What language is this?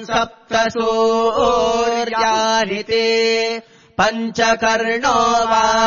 Sanskrit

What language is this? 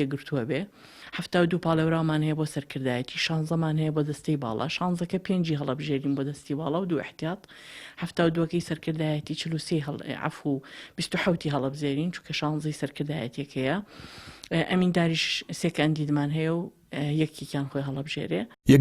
Central Kurdish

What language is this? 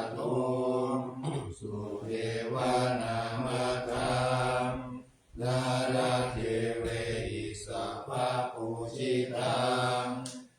Pali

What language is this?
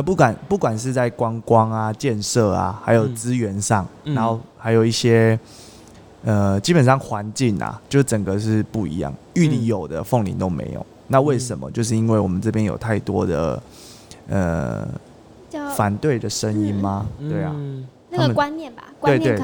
Chinese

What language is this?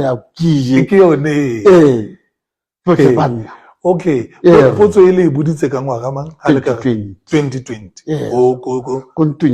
Tswana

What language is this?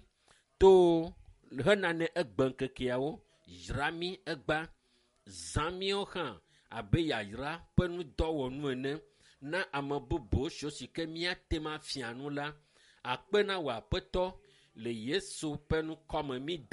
Ewe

